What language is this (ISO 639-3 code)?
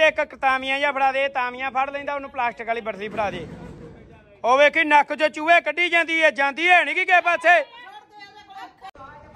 pan